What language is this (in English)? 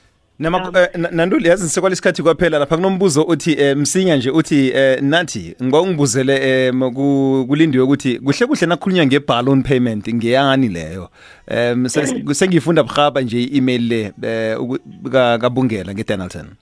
South Ndebele